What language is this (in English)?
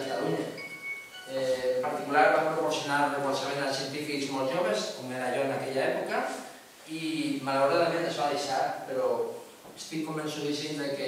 Catalan